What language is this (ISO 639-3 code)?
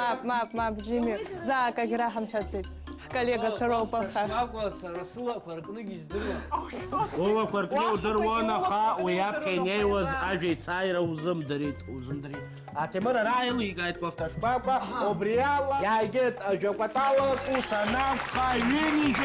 abk